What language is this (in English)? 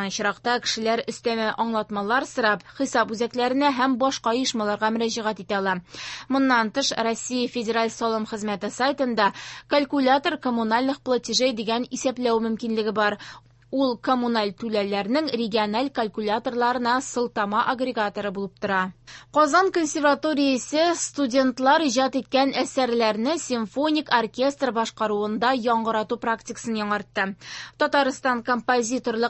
Tatar